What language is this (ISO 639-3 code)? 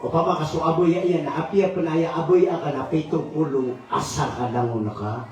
mrw